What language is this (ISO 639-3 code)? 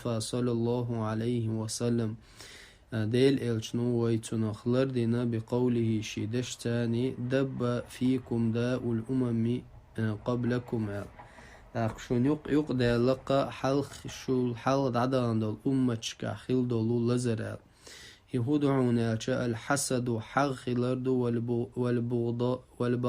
che